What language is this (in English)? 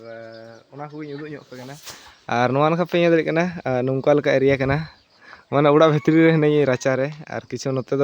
Santali